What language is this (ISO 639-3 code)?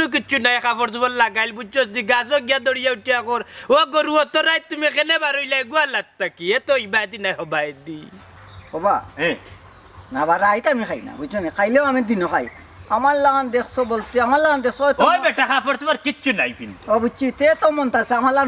syl